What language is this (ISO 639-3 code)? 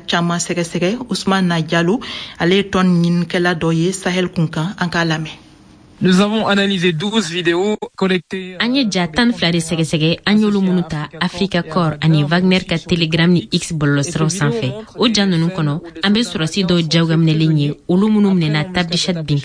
bam